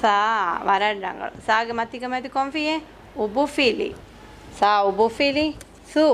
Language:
Divehi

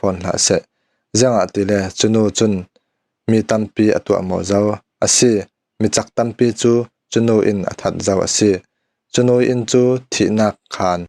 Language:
Falam Chin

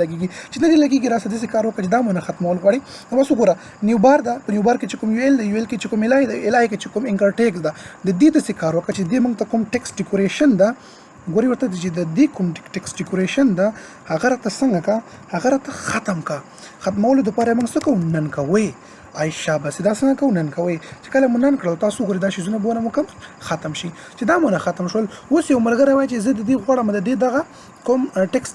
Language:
Pashto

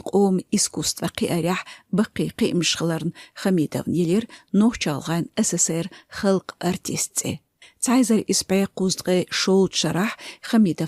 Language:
Chechen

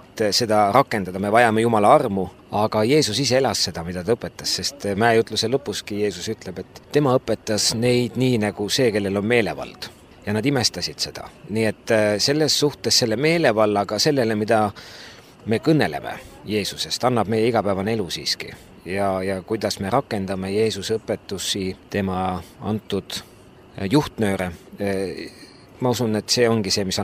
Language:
Estonian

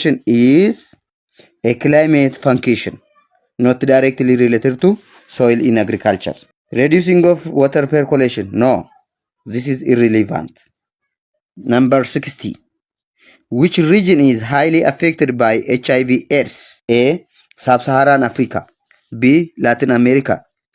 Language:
English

